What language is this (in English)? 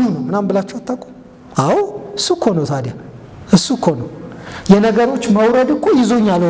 Amharic